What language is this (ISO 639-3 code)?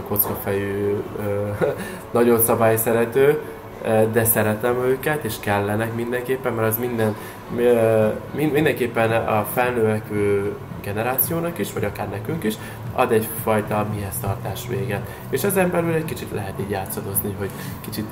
hun